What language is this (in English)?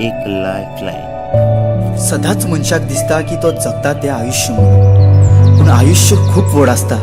Konkani